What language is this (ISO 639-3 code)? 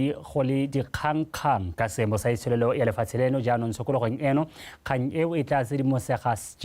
tsn